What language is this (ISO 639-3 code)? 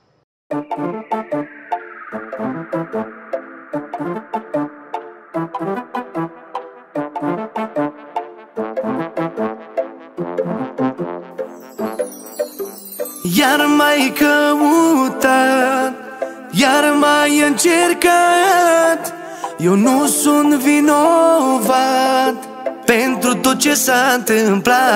ron